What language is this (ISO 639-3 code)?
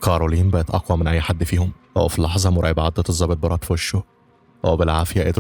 arz